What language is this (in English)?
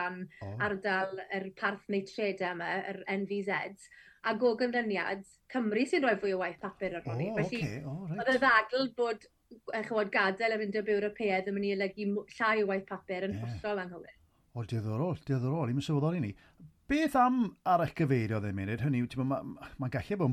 Welsh